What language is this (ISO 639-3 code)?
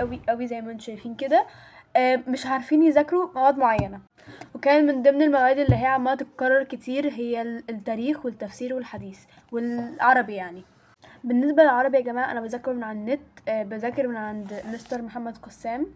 arz